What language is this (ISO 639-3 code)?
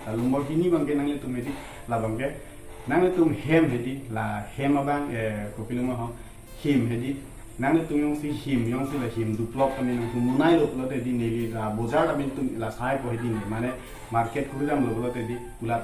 mjw